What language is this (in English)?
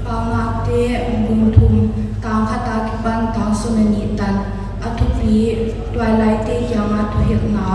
Paite Chin